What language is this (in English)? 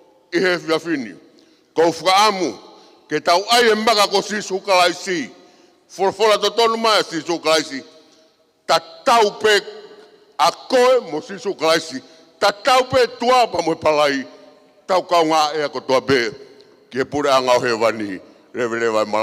Tongan